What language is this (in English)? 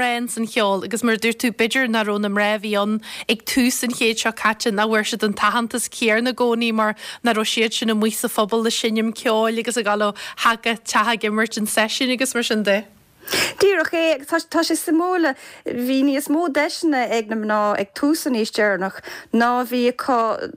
Irish